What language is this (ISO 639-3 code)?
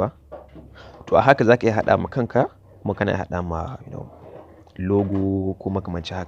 hau